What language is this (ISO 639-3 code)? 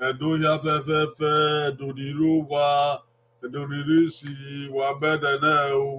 bin